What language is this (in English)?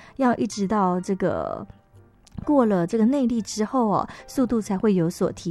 Chinese